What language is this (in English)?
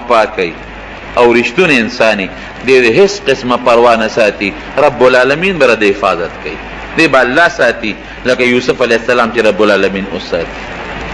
Pashto